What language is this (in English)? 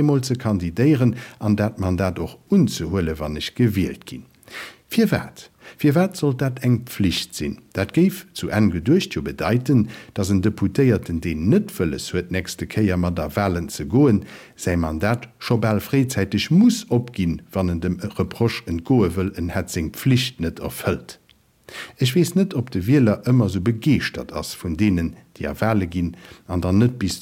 Luxembourgish